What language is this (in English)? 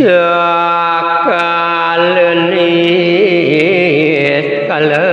Balinese